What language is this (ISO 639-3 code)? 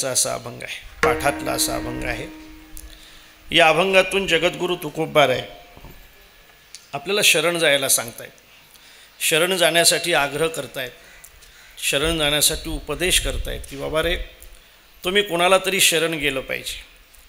mar